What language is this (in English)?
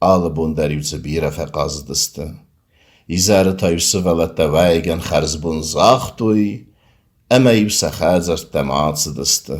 Ossetic